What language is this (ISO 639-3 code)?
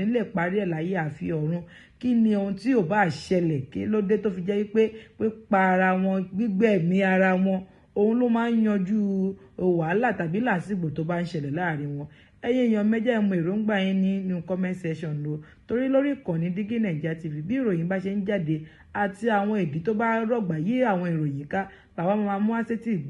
yor